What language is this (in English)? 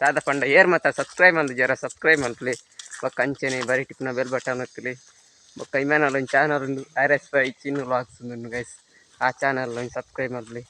Tulu